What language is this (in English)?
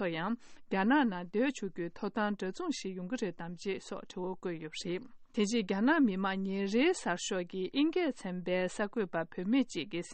Tibetan